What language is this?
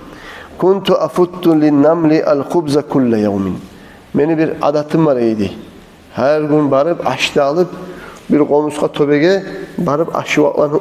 Kumyk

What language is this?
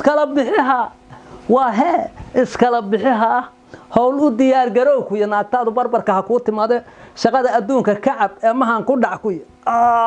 Somali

